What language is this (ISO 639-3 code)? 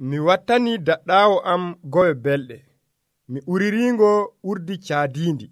fuv